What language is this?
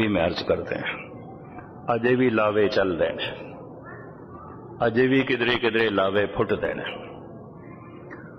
Punjabi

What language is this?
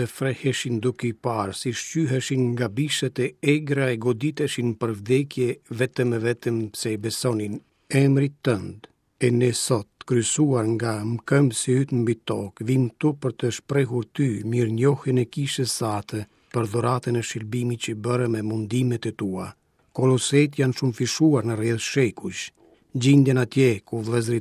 Albanian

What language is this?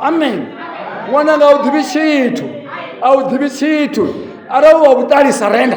Venda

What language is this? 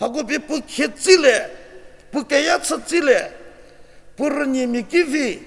Angami Naga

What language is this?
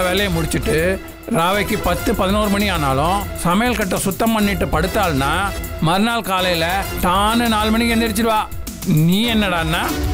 Tamil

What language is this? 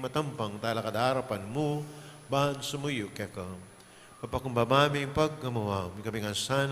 Pampanga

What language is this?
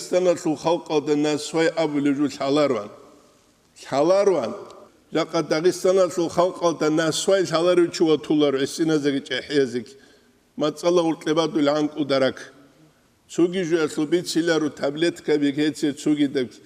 Avaric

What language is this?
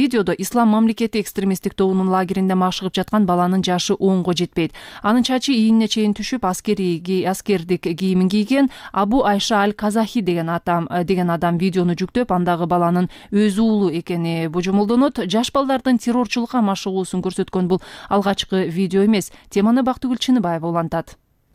Kyrgyz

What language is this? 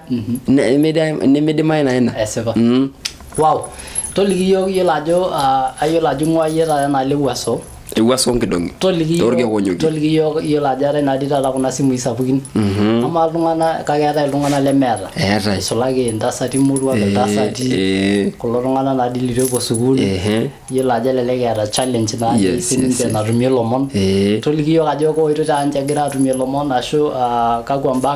Masai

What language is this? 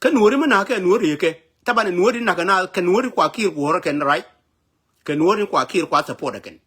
Nuer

